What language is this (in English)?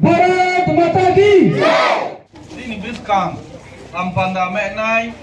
Riang (India)